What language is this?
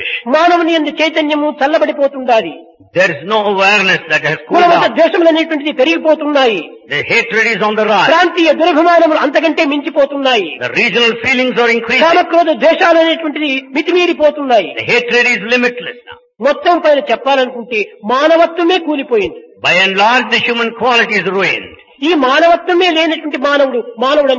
Telugu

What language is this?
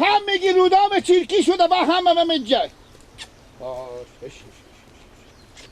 Persian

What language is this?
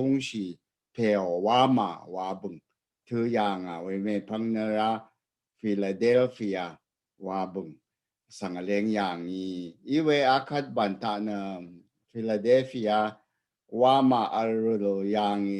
Rawang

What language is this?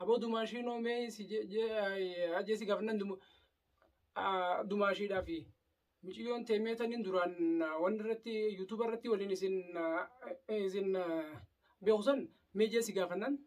Oromo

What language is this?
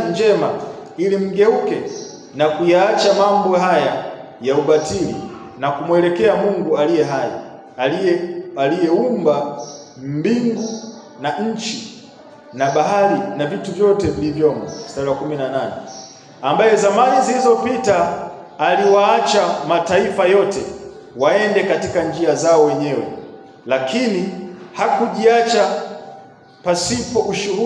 Swahili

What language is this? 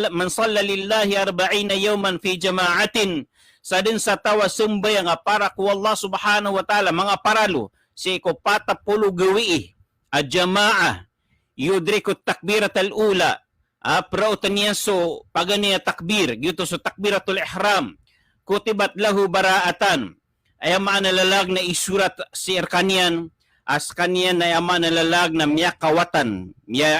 Maranao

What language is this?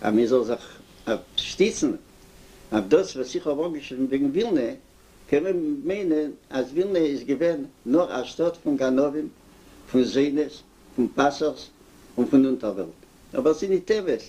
Yiddish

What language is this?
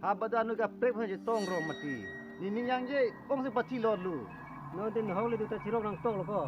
Karbi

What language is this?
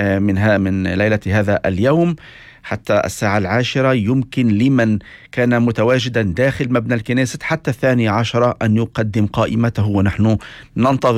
Arabic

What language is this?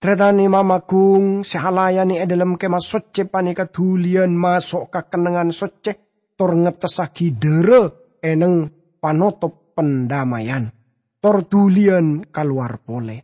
Madurese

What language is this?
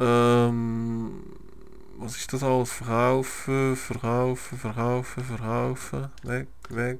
Swiss German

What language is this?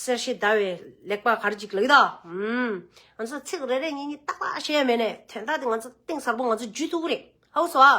Tibetan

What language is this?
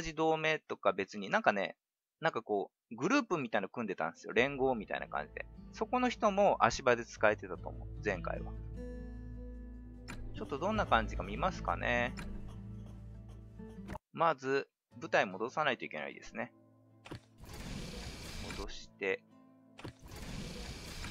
Japanese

